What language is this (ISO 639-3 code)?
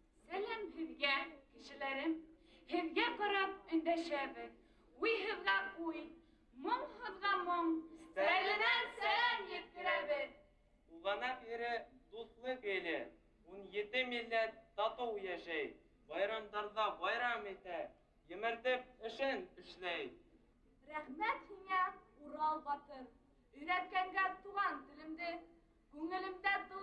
bak